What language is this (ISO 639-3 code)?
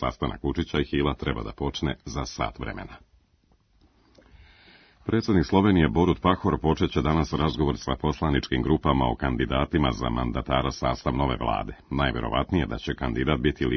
srp